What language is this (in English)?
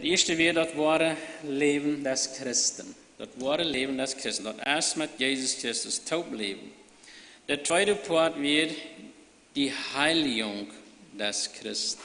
Plautdietsch